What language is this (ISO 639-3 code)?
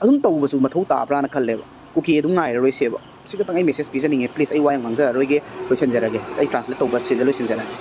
mni